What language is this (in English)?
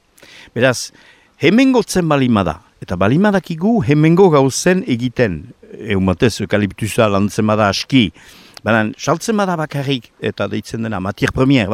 Basque